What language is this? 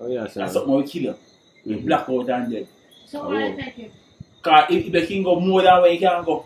Jamaican Creole English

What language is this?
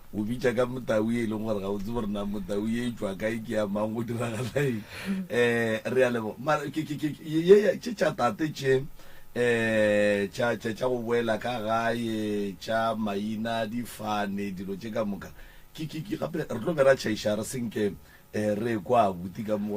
Northern Sotho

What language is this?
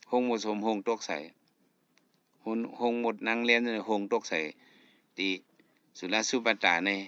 Shan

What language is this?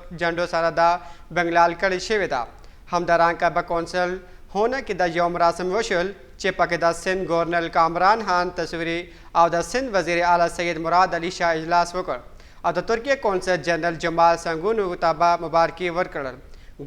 Pashto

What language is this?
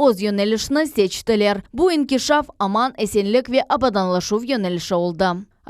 Crimean Tatar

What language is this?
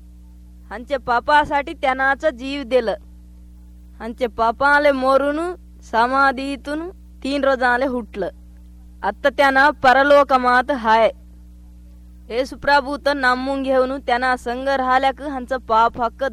Marathi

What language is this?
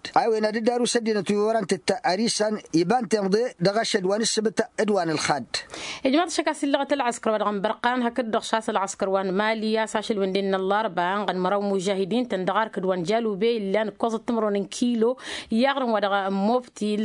Tamasheq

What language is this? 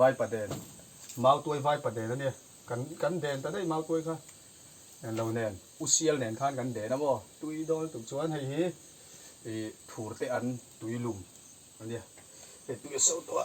Mizo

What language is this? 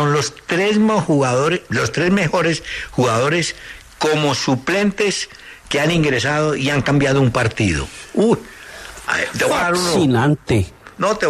Spanish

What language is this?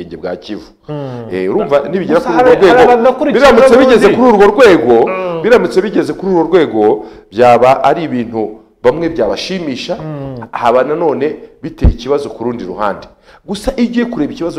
Kinyarwanda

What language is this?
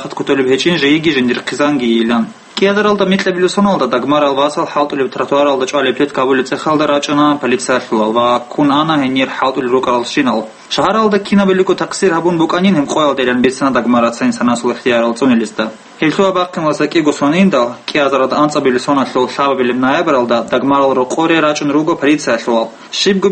Avaric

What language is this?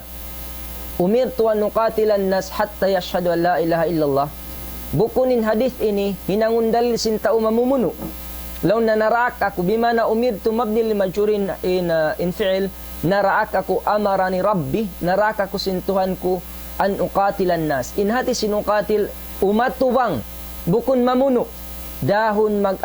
Tausug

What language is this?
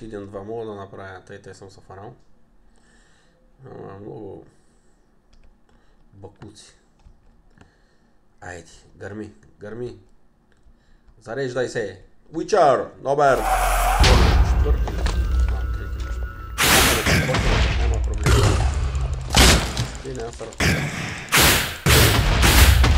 Bulgarian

